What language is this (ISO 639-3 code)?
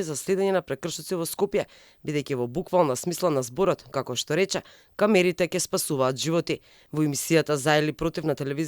mkd